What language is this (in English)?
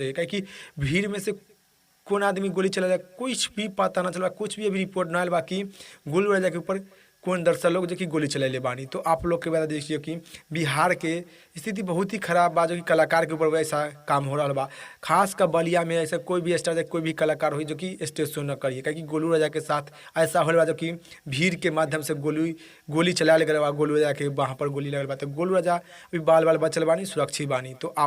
Bhojpuri